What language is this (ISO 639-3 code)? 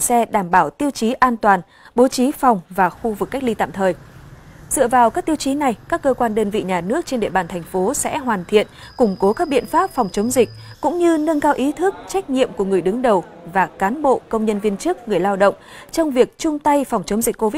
vie